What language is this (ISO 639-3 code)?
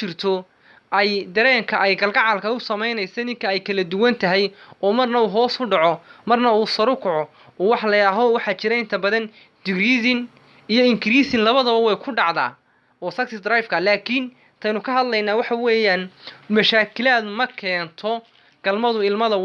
som